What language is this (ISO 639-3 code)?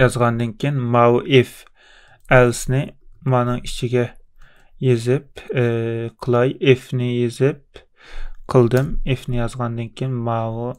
uig